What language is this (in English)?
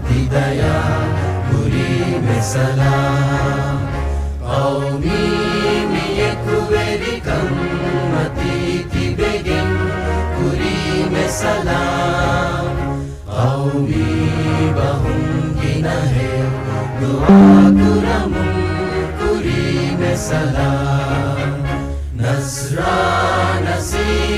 Divehi